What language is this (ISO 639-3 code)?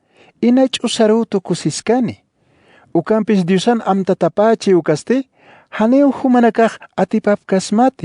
aym